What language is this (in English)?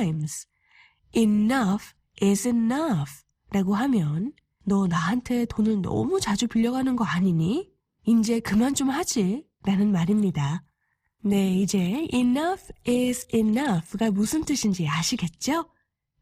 Korean